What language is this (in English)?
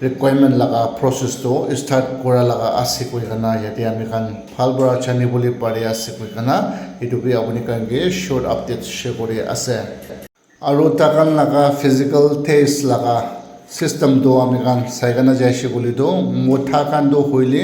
Naga Pidgin